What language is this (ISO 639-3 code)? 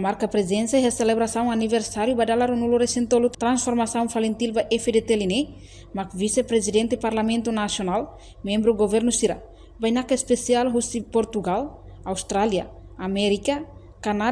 tet